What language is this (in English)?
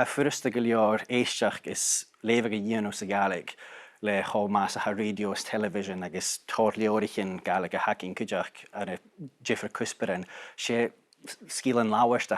Scottish Gaelic